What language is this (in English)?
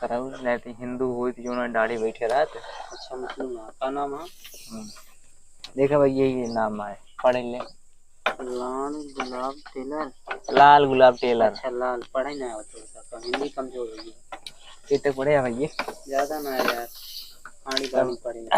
Awadhi